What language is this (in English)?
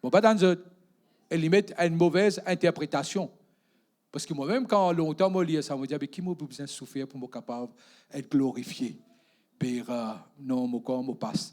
Morisyen